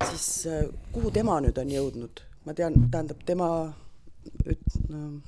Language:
Estonian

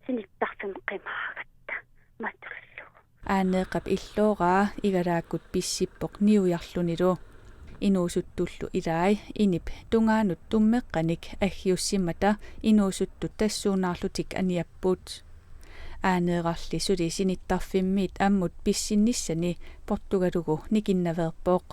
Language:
Kalaallisut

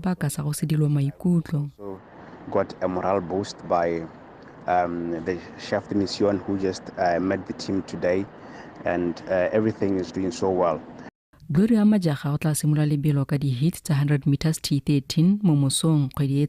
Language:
Tswana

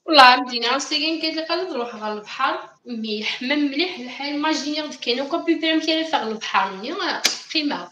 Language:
Kabyle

